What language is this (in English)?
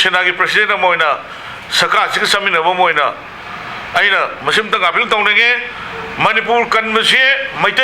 Manipuri